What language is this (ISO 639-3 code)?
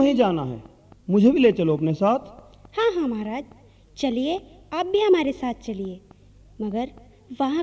hin